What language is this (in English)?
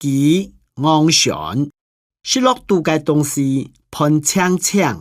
Hakka Chinese